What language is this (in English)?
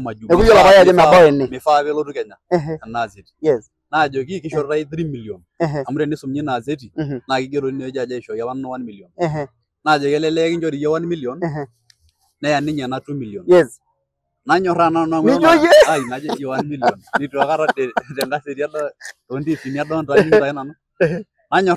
Masai